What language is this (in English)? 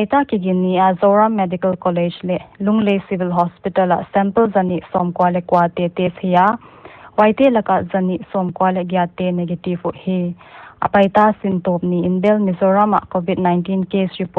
Paite Chin